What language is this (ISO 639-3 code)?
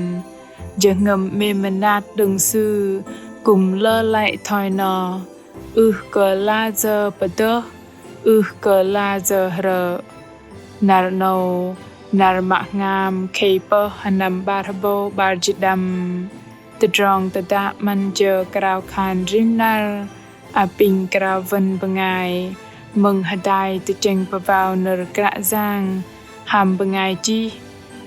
bdq